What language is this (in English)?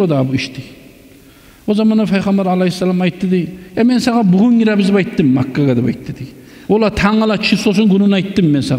Kumyk